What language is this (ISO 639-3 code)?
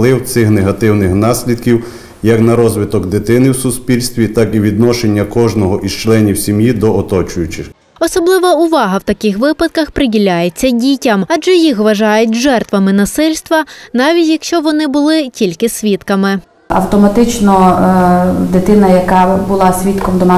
ukr